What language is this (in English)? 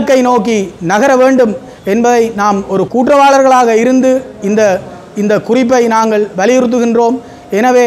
Tamil